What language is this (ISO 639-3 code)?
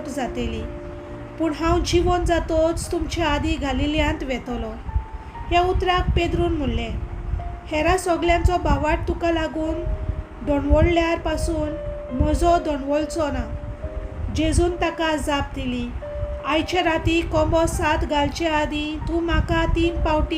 kok